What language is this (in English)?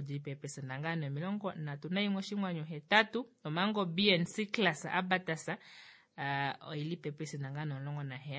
Kuanyama